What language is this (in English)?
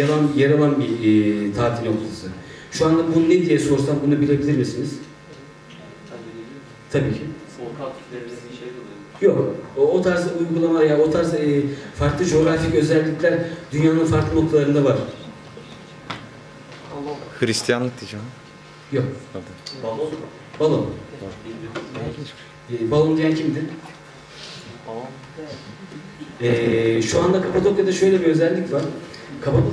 Turkish